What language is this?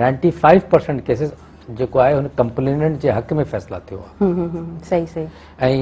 Sindhi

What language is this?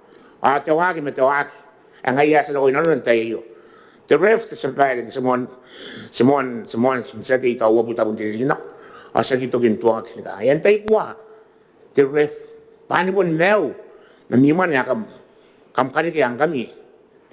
Gilbertese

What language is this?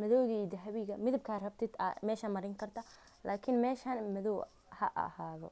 Somali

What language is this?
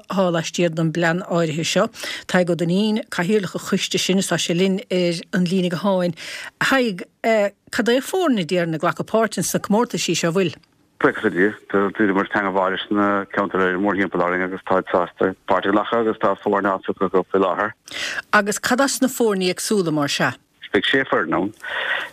Irish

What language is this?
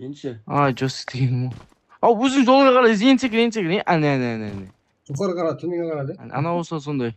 Kara-Kalpak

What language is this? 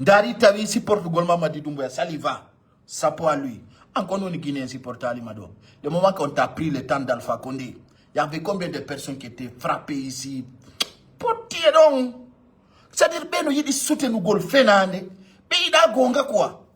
Fula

